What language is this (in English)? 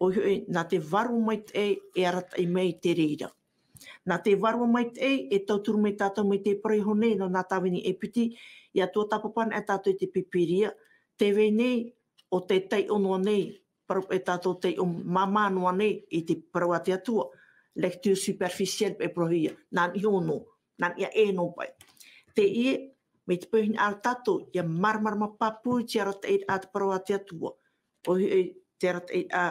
Tahitian